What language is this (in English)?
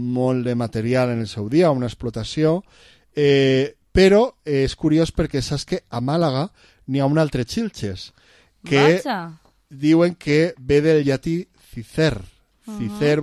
Catalan